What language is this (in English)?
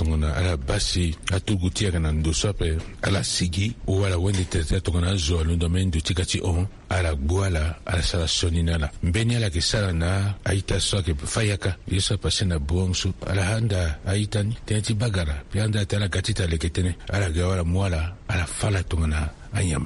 Sango